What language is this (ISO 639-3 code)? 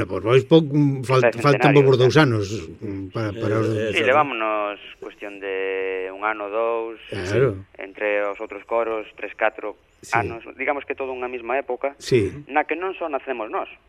glg